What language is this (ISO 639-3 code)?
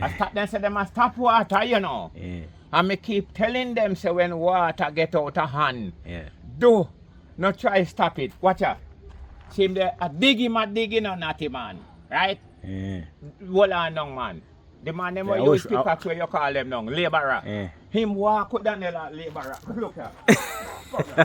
jam